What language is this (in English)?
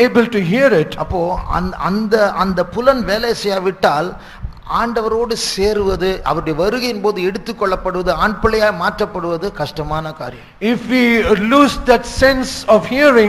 Tamil